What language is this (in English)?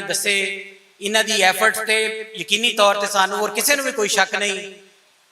Western Panjabi